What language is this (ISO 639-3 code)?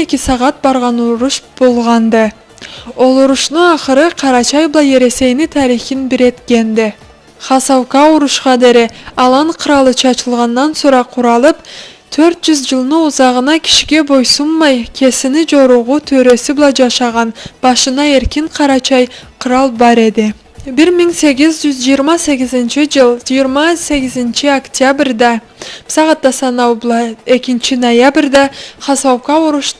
krc